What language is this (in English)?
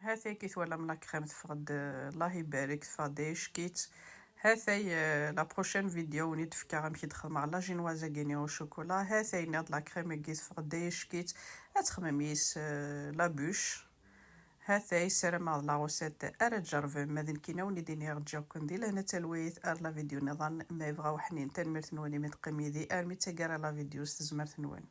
Kabyle